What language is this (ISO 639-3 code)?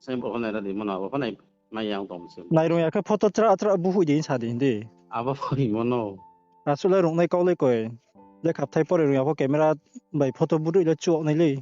ria